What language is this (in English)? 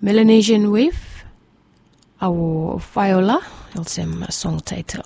Bislama